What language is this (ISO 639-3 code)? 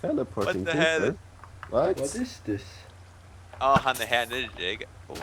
fao